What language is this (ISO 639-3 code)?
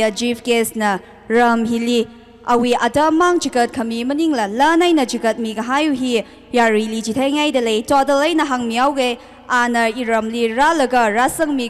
nmf